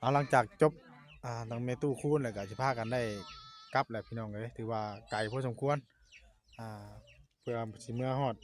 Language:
Northeastern Thai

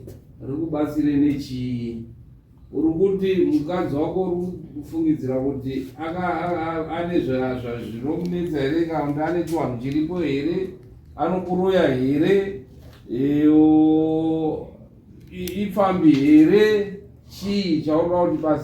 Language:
Shona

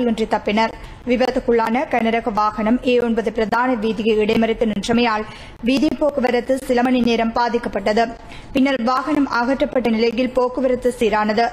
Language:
Tamil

